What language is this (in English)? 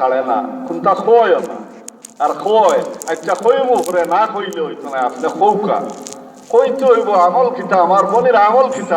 Sylheti